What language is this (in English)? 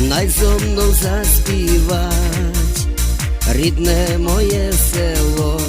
Rusyn